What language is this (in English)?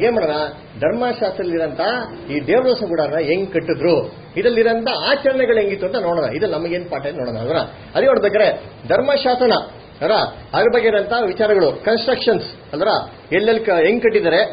Kannada